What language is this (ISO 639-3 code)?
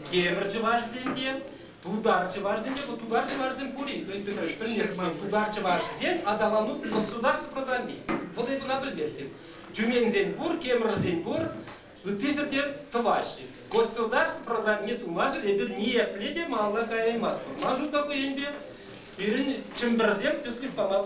chv